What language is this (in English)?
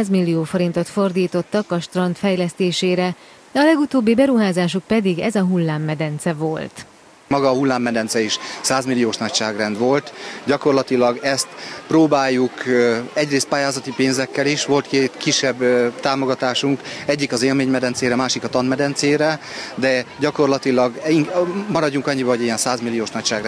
Hungarian